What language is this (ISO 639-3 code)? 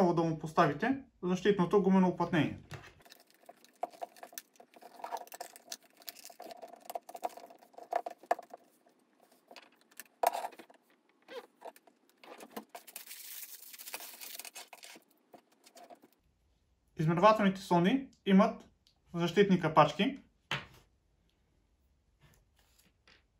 bul